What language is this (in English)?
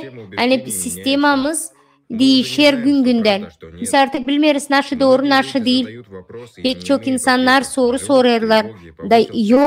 Gagauz